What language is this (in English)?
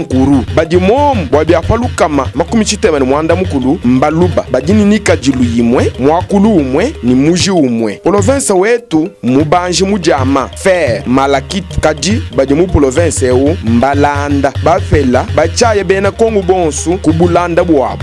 Luba-Lulua